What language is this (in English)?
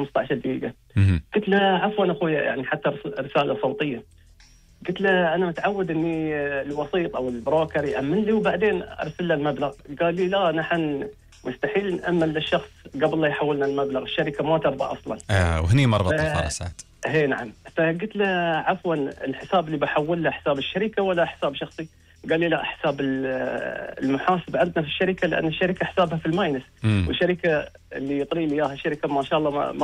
Gulf Arabic